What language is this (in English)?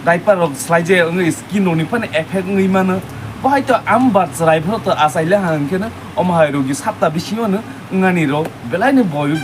Kok Borok